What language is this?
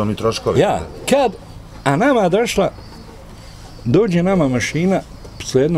Bosnian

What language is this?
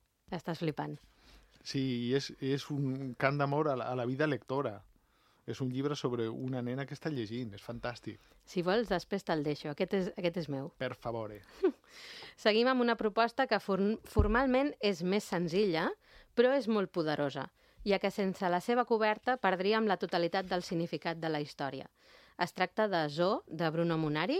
Catalan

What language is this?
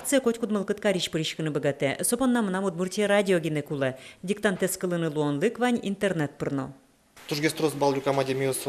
Udmurt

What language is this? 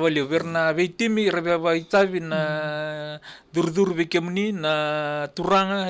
Fijian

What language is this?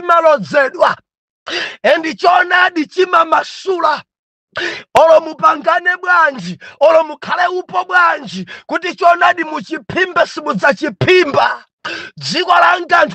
Nyanja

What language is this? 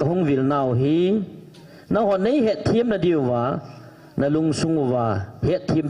Thado Chin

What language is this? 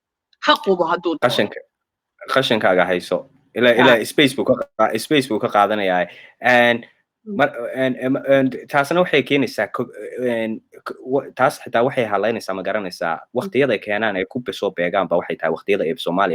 Somali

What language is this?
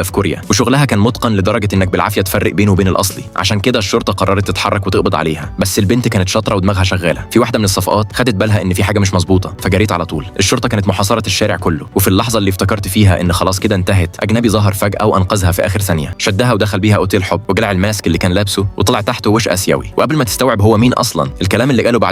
Egyptian Arabic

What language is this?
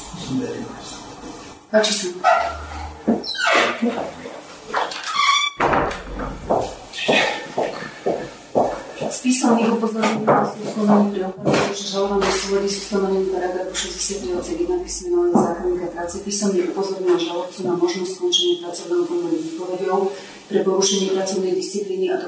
Slovak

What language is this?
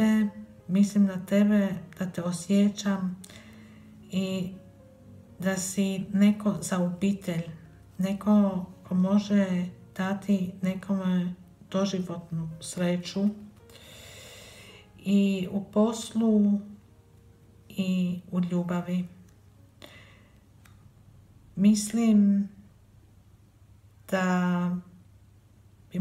Croatian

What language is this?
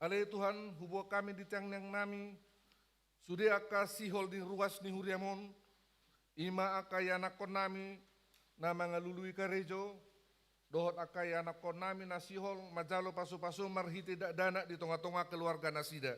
Batak Toba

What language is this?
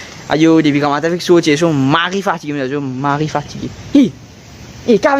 Morisyen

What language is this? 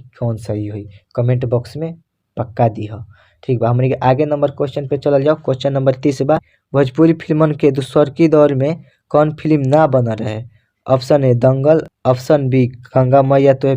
Bhojpuri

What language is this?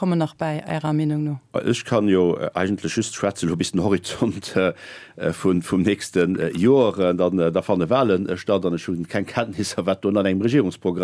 Luxembourgish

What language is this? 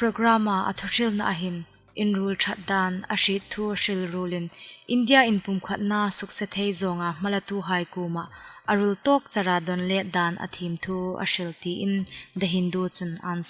Hmar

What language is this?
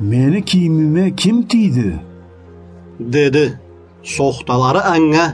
Karachay-Balkar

